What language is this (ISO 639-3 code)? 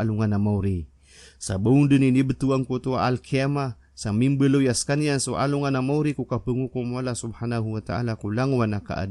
mrw